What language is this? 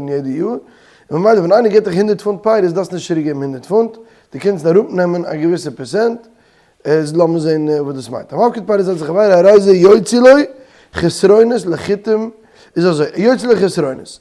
Yiddish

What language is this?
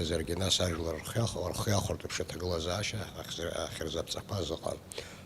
Abkhazian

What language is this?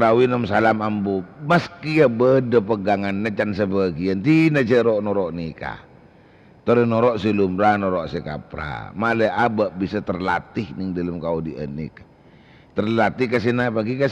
Madurese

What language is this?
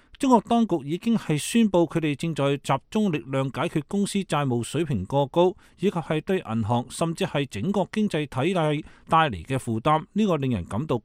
Cantonese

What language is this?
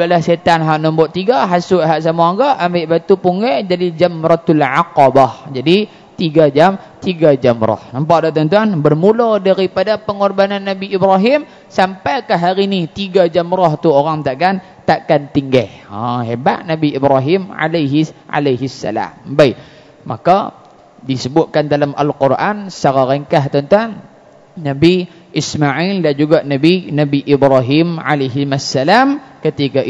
Malay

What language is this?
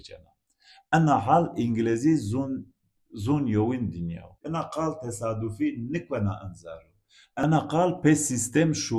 Zaza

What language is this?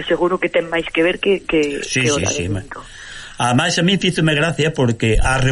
Galician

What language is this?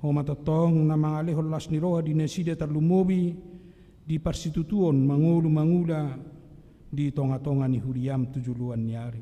Batak Toba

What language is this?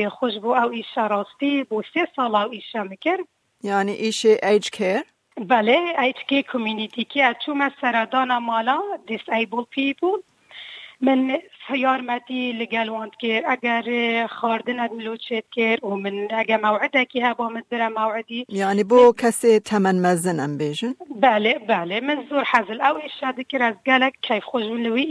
Kurdish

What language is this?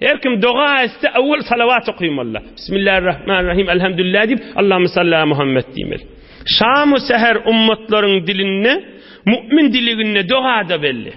Turkmen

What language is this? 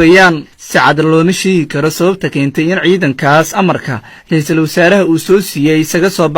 Somali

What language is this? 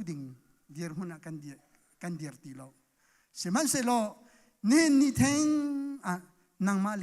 Hakha Chin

